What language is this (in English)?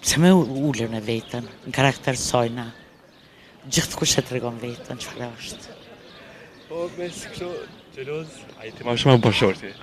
Albanian